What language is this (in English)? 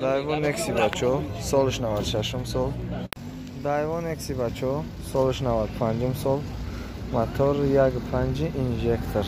Tajik